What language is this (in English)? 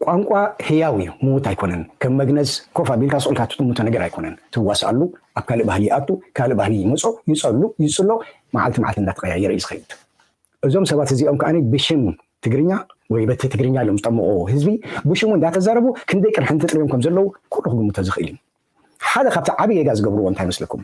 Tigrinya